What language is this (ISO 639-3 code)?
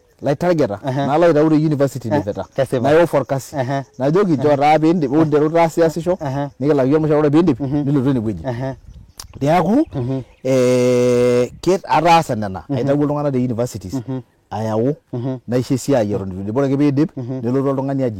mas